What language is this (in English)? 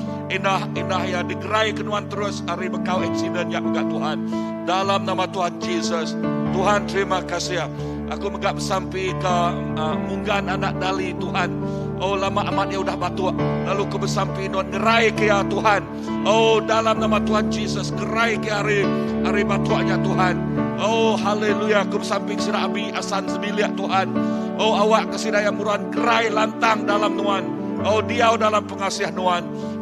Iban